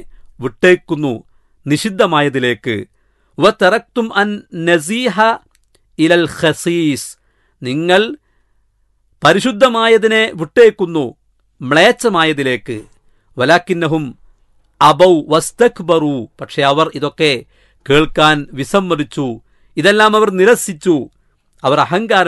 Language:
Malayalam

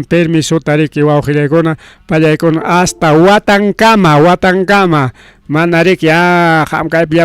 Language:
Ayacucho Quechua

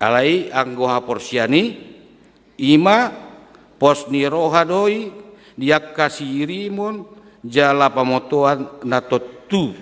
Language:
Batak Toba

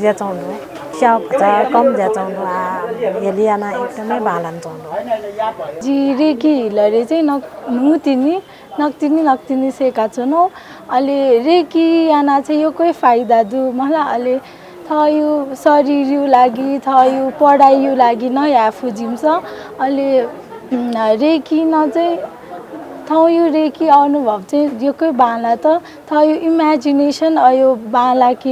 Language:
Newari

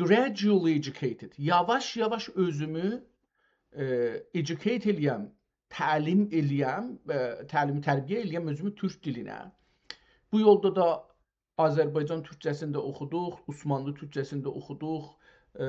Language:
South Azerbaijani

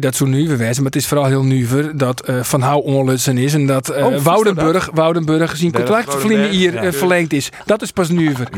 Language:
Western Frisian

